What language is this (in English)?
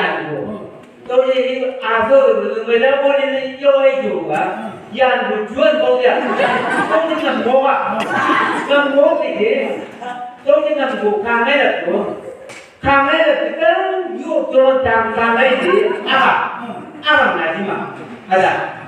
Chang Naga